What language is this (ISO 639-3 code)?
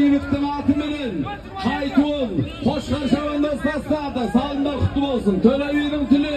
kaz